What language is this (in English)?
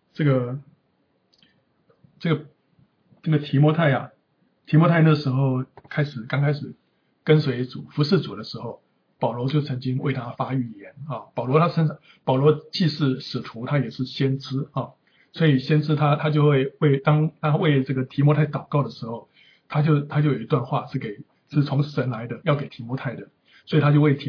Chinese